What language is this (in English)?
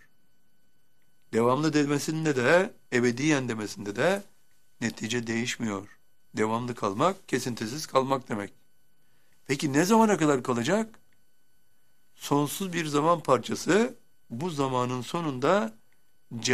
Turkish